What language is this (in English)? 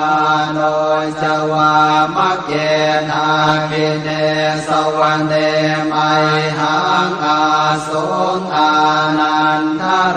Pali